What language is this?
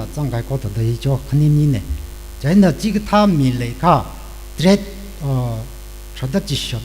Tangkhul Naga (India)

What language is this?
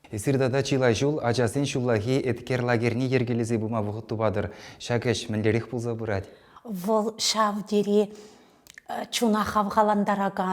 Chuvash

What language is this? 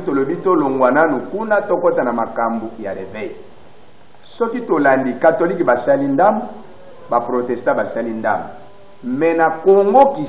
Lingala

